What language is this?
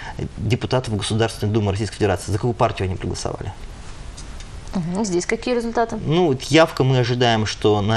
Russian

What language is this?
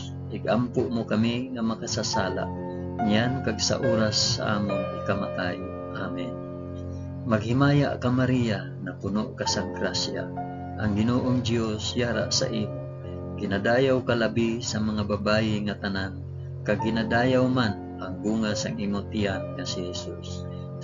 Hiligaynon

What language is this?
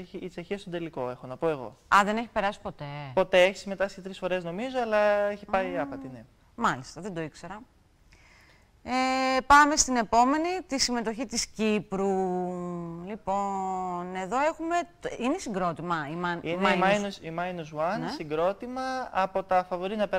Greek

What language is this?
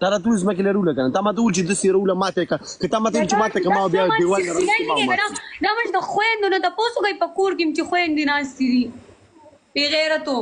Pashto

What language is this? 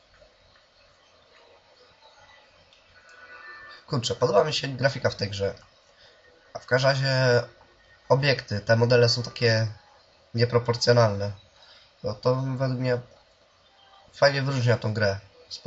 Polish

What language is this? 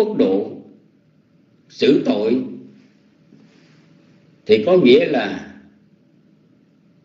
Vietnamese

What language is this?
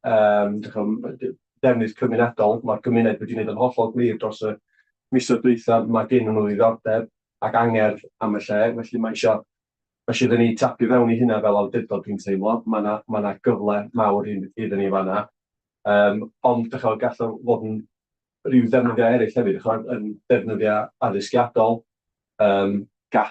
Welsh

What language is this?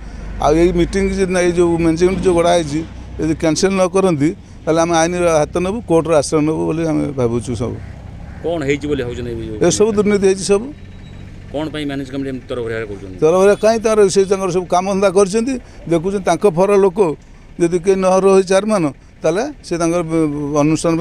Odia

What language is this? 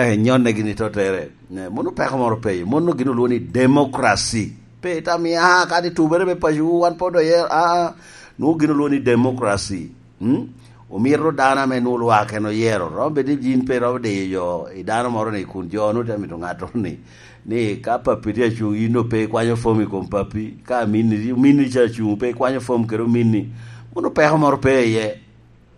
Lango (Uganda)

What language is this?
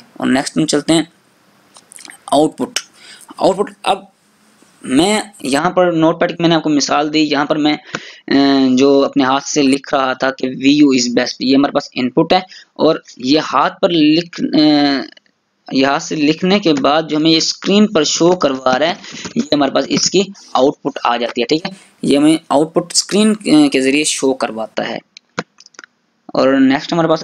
Hindi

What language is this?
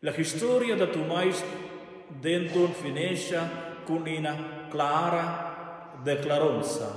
Romansh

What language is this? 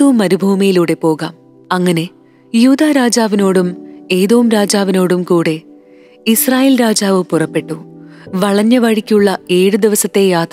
Malayalam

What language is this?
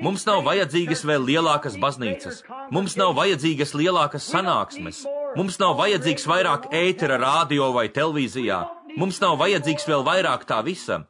Latvian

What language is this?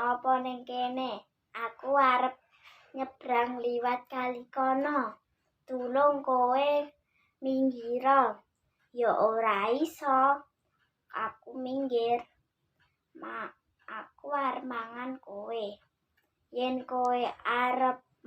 Javanese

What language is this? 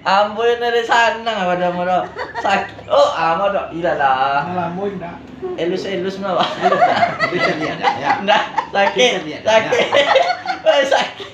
Minangkabau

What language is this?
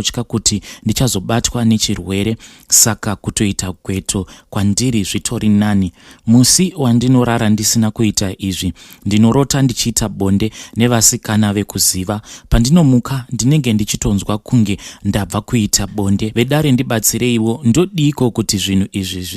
Shona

